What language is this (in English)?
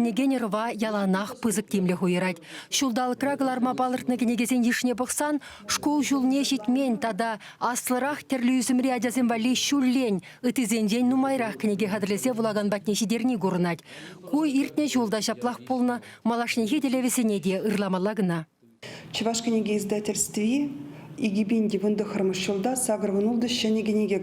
Chuvash